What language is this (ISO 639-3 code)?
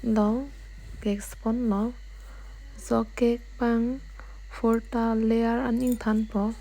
mjw